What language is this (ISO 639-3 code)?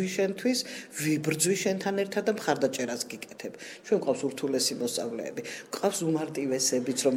kat